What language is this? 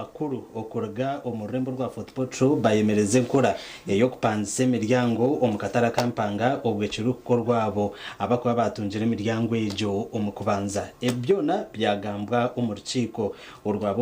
Nyankole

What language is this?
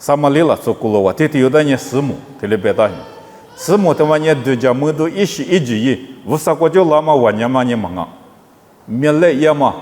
Lisu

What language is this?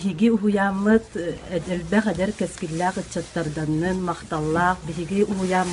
Yakut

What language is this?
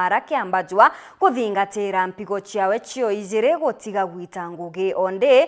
Meru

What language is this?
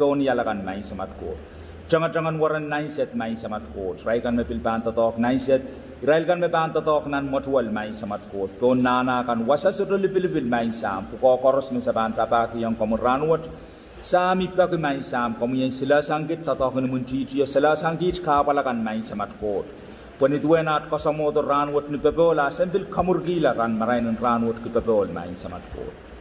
Pohnpeian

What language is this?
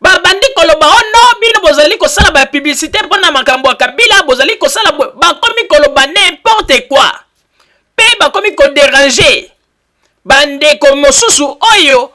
Lingala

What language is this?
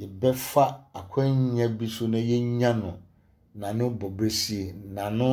Akan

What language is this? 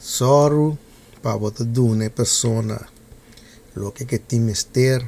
Papiamento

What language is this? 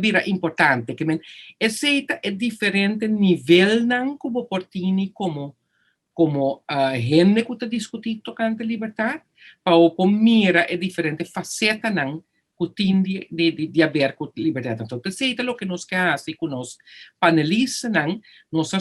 Papiamento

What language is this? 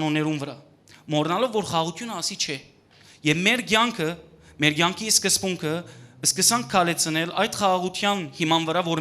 Western Armenian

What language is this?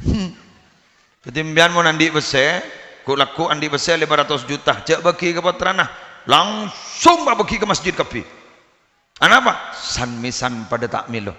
Madurese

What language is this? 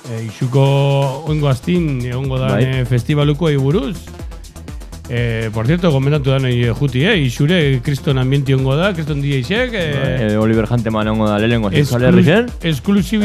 Basque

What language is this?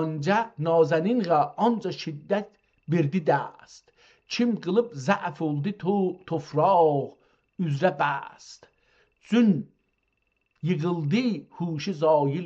South Azerbaijani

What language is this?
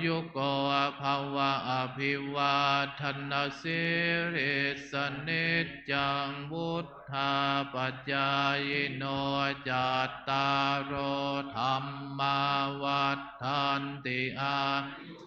Pali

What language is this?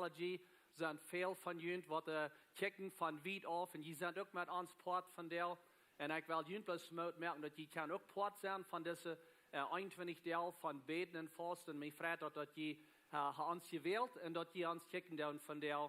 Plautdietsch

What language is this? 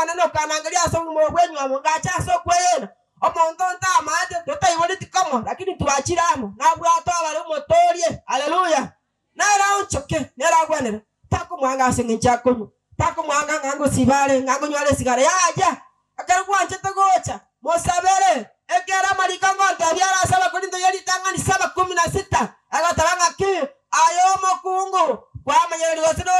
Gusii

